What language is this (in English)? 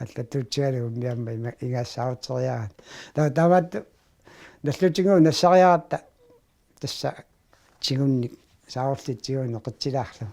Kalaallisut